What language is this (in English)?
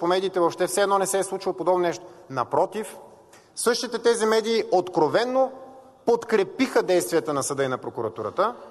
Bulgarian